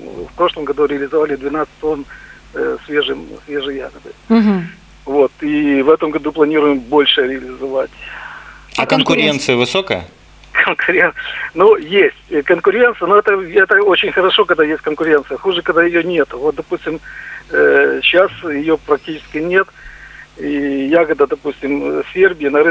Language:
Russian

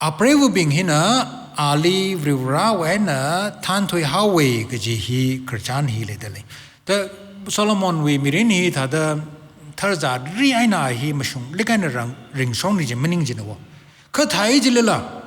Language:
Tangkhul Naga (India)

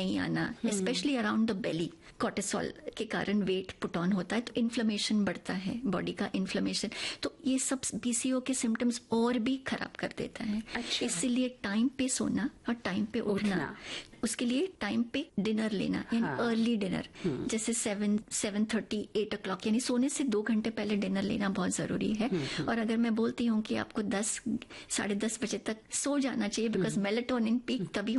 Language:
Hindi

